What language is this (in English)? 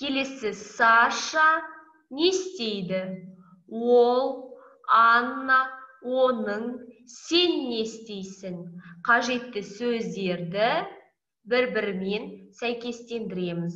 Kazakh